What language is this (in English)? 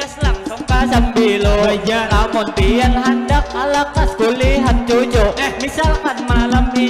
Banjar